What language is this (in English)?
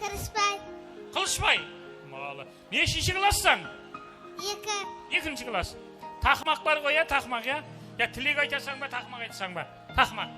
Kara-Kalpak